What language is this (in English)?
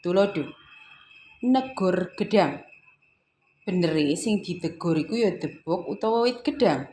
Javanese